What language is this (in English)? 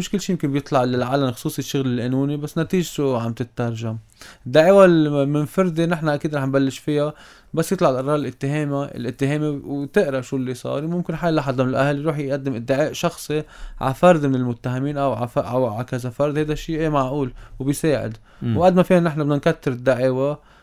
North Levantine Arabic